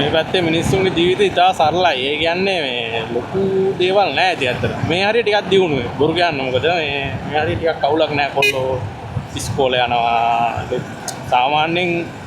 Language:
Sinhala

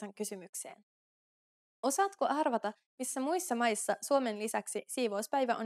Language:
Finnish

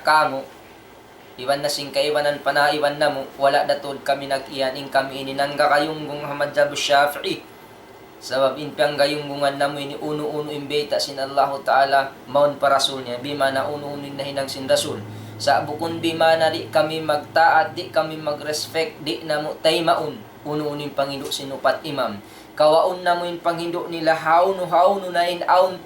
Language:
Tausug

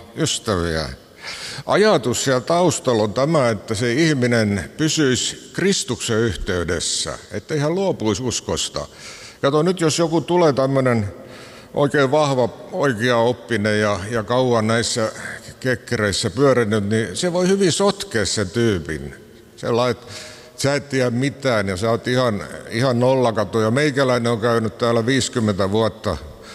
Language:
Finnish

